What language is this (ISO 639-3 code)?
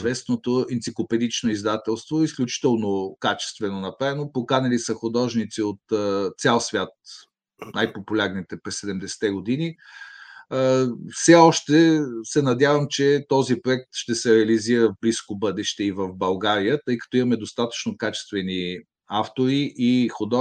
bul